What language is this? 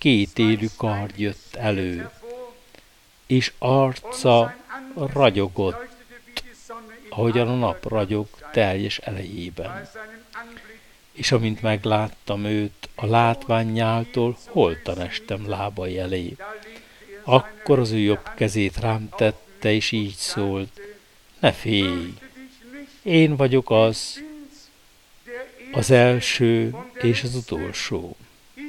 Hungarian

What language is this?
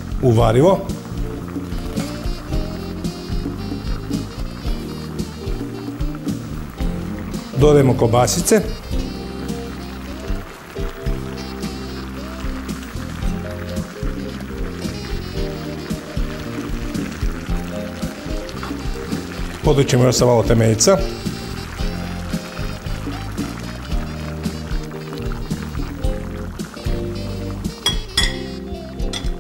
Croatian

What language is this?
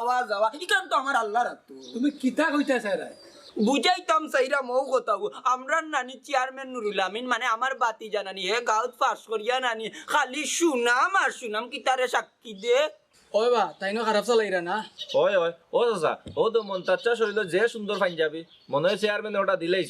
Sylheti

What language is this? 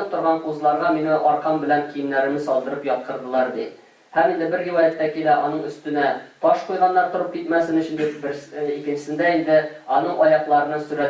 Tatar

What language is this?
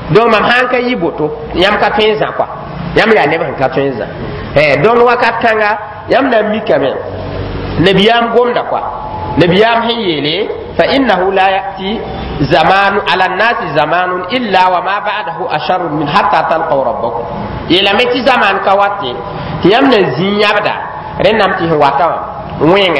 Mossi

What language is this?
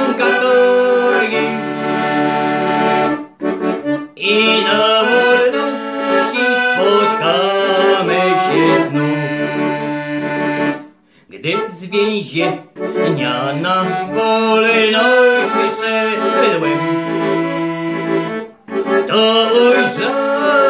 Polish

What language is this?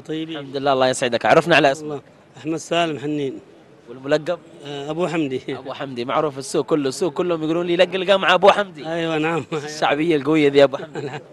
Arabic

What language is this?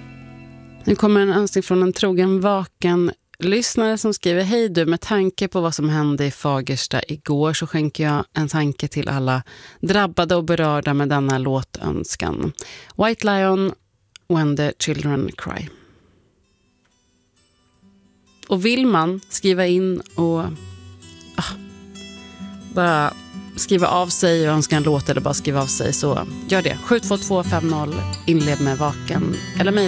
Swedish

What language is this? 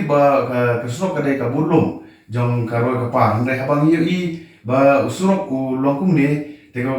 Khasi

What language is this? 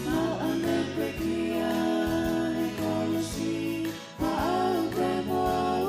Tongan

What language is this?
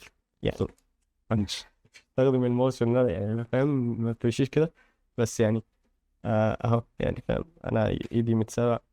Egyptian Arabic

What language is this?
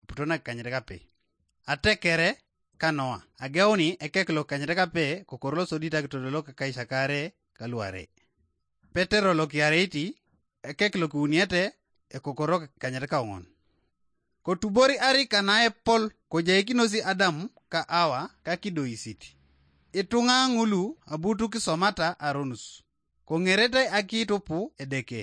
Teso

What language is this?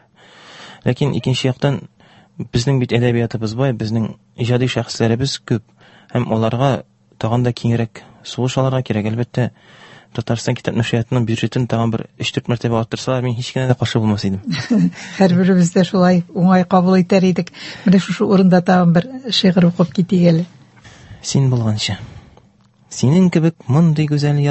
Tatar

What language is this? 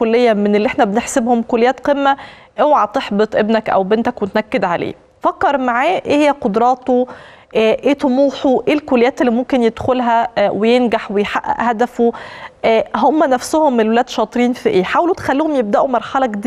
Egyptian Arabic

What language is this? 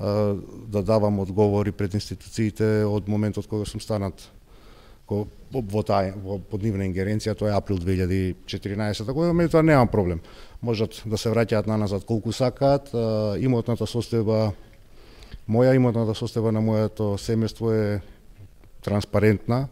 Macedonian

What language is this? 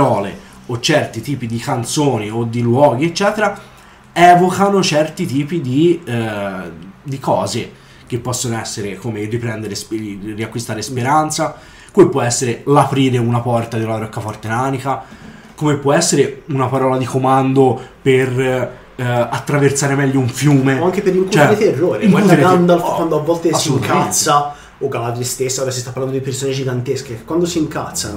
Italian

